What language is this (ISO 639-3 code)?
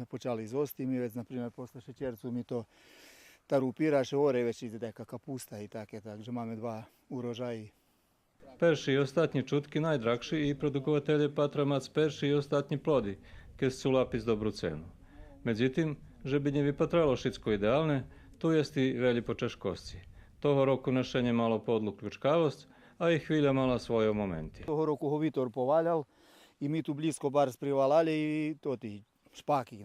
rue